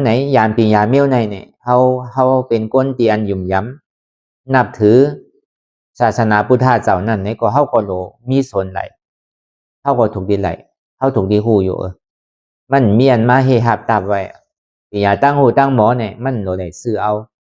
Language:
Shan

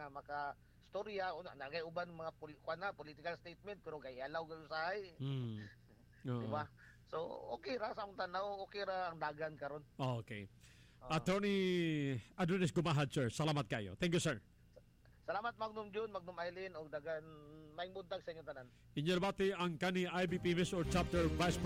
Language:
Cebuano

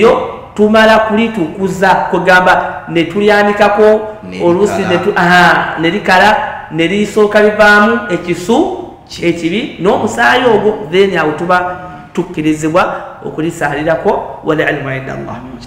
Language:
Ganda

